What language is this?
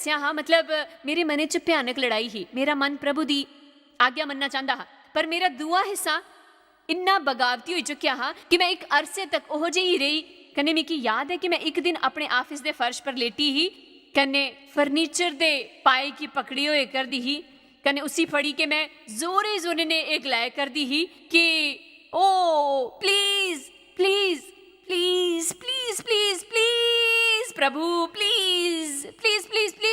Dogri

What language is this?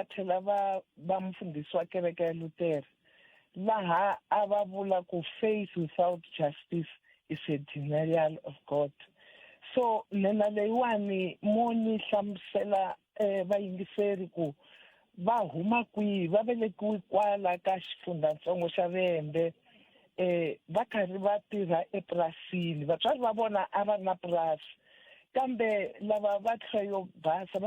Tsonga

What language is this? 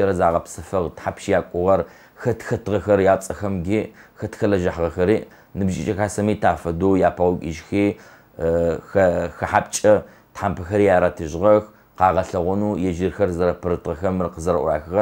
Adyghe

